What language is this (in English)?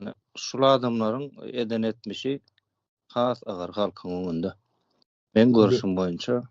Turkmen